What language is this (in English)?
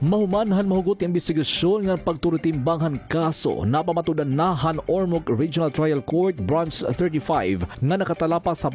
Waray